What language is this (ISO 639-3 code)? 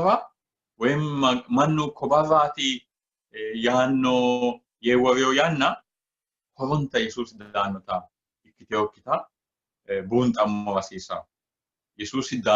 sid